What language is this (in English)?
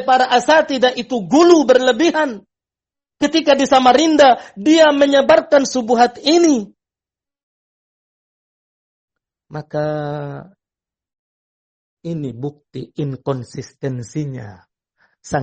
Indonesian